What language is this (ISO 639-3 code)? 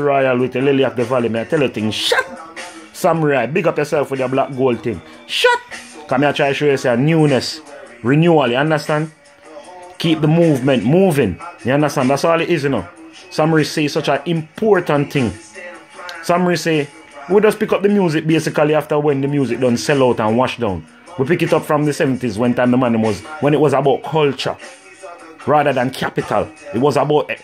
jam